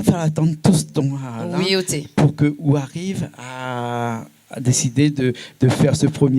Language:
Réunion Creole French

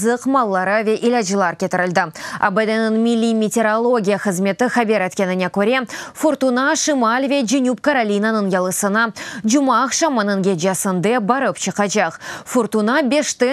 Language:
Crimean Tatar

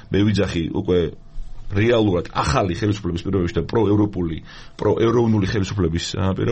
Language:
Georgian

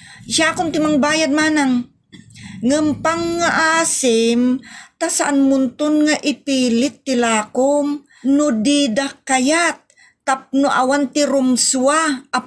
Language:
Iloko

